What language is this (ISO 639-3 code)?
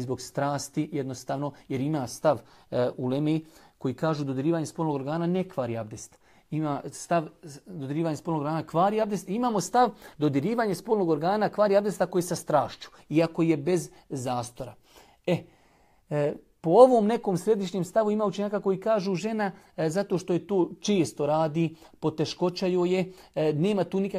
bos